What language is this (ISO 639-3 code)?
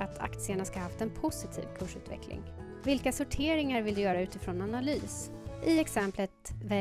swe